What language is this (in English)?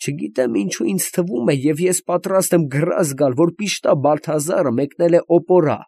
Armenian